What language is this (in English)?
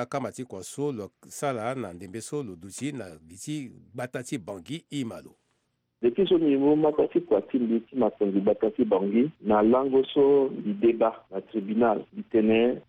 Sango